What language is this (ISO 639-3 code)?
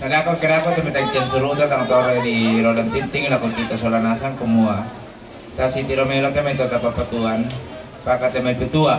sda